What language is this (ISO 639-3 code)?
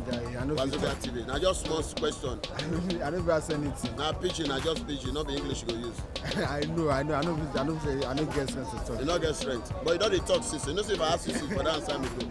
pcm